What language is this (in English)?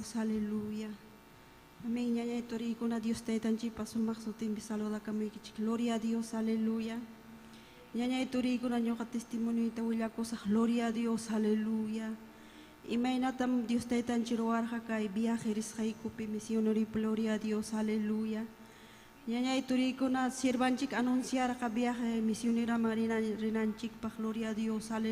Ayacucho Quechua